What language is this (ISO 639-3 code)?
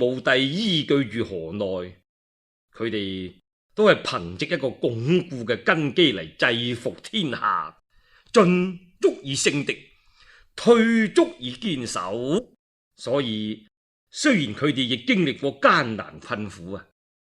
yue